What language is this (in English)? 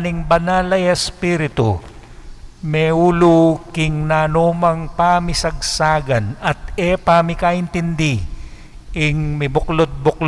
Pampanga